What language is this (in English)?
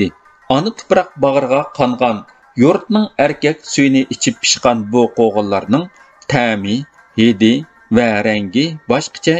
Uyghur